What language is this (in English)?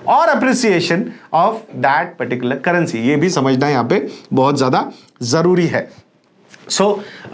Hindi